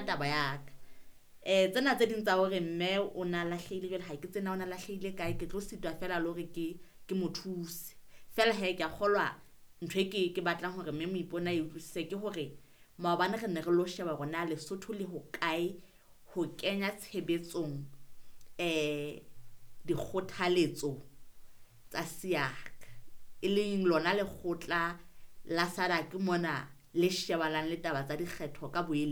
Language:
Southern Sotho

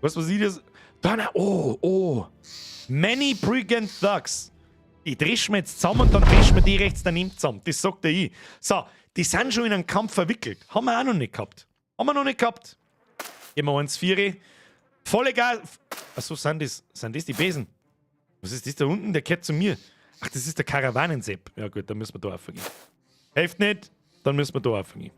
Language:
Bavarian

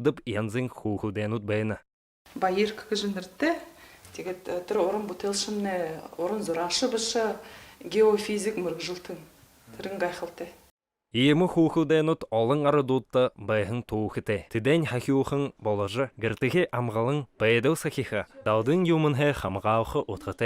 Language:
Buriat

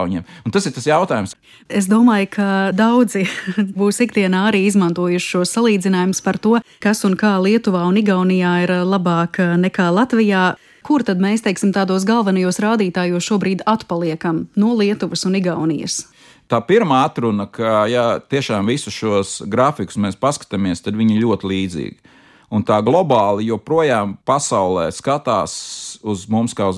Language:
Latvian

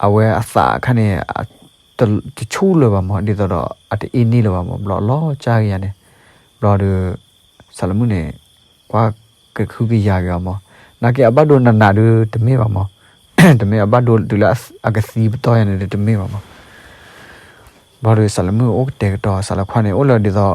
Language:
S'gaw Karen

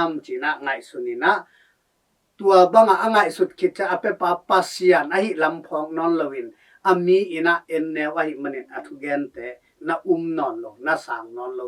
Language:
Tedim Chin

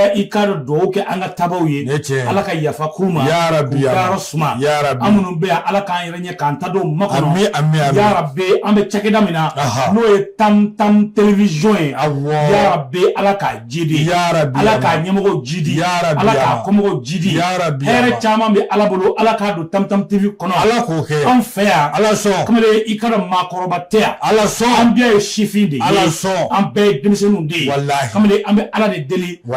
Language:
Bambara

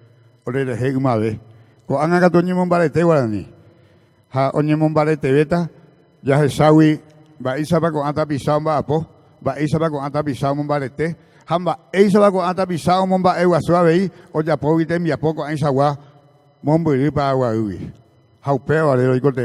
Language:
Guarani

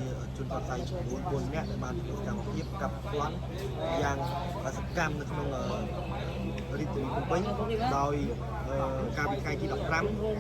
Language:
Khmer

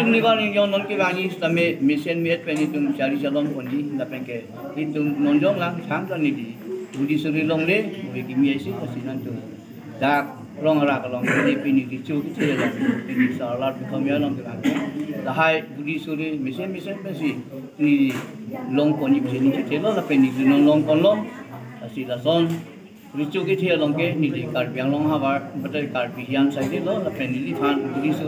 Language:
Karbi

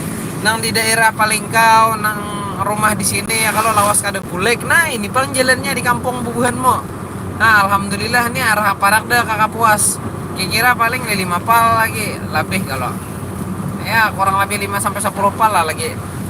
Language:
Banjar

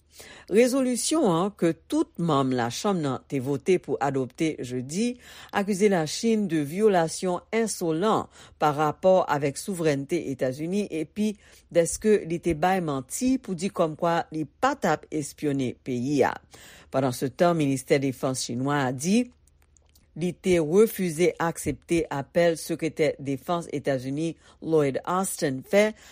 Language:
Haitian Creole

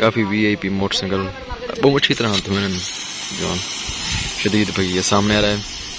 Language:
Saraiki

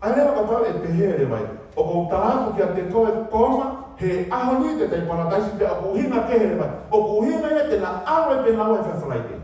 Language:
Tongan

